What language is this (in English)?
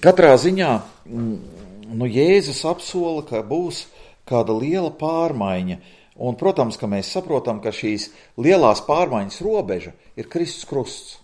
Latvian